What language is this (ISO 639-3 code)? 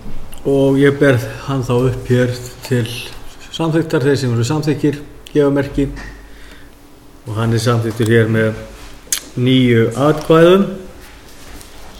isl